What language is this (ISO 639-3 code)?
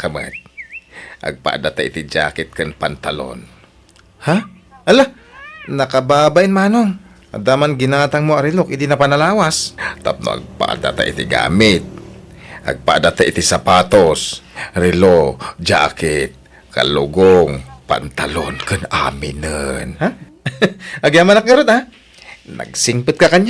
ilo